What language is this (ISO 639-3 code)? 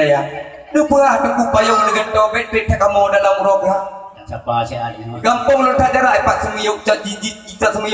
ace